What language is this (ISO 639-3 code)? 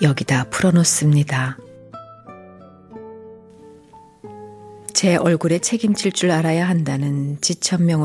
kor